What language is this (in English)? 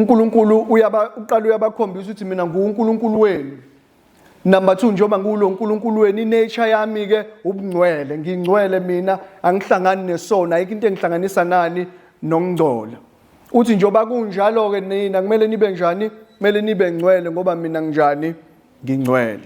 Zulu